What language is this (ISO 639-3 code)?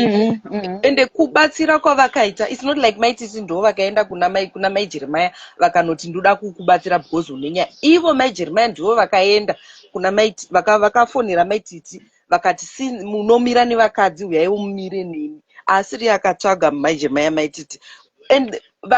sna